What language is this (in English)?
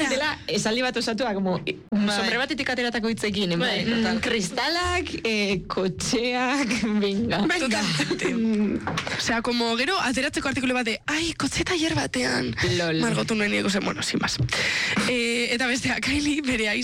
Basque